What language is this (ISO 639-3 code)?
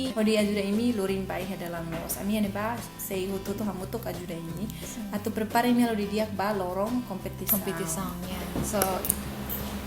tet